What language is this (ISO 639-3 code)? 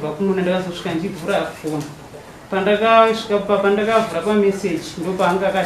sna